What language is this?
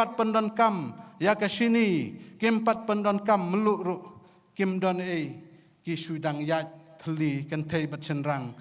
Khasi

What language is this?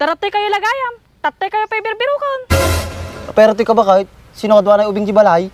Iloko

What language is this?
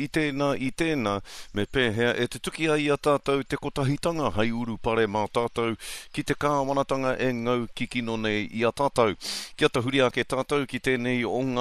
Māori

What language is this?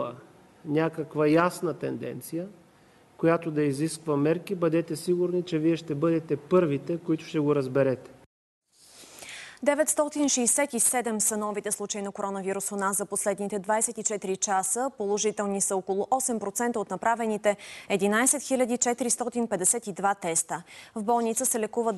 Bulgarian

